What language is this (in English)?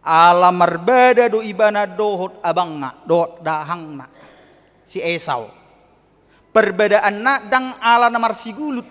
Batak Toba